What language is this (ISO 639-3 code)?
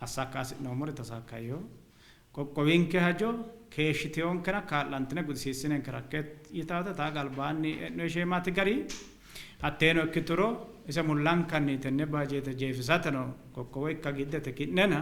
sid